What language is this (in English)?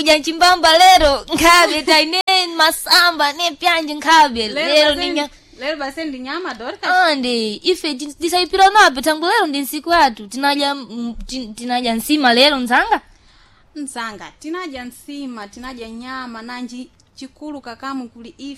Sena